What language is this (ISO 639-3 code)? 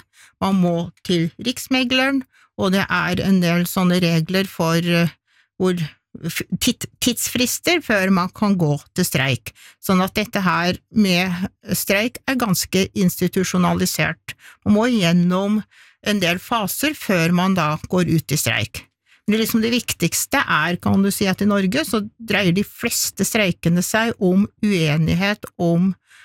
nor